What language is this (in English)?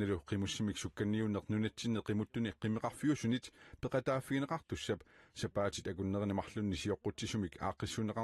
Kalaallisut